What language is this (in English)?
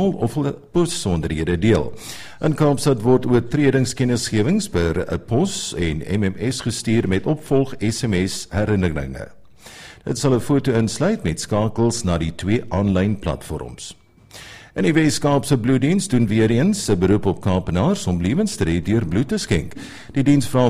Afrikaans